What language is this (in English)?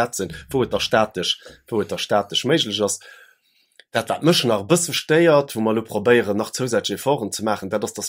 Luxembourgish